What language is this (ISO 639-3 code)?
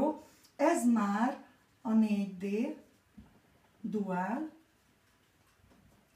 hun